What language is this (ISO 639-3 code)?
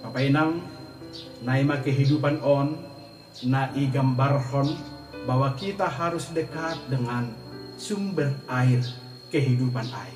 bts